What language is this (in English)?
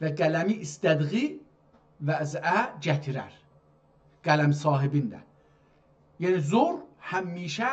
South Azerbaijani